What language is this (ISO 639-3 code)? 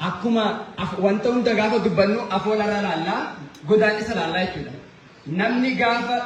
orm